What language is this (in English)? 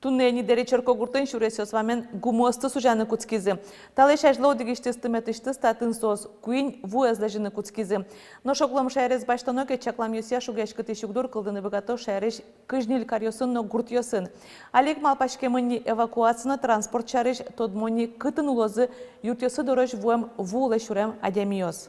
Udmurt